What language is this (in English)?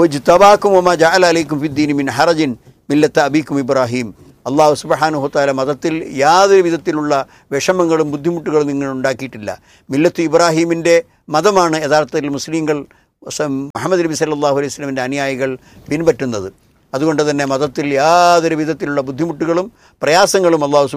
Malayalam